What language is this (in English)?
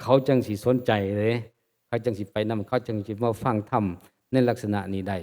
Northeastern Thai